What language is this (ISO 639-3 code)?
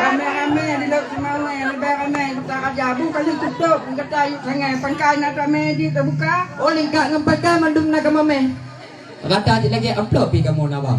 ace